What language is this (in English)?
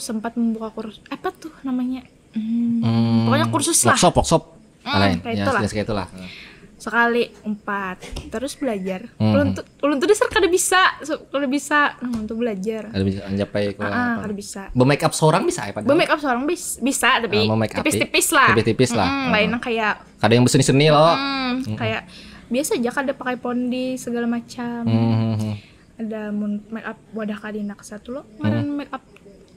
Banjar